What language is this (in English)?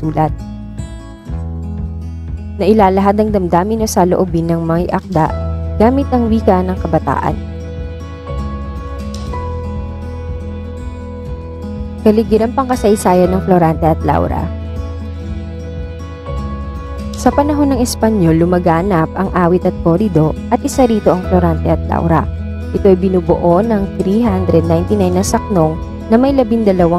Filipino